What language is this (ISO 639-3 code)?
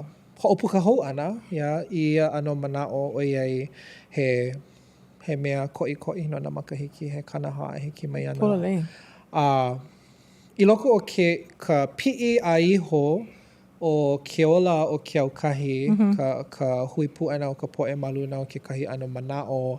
haw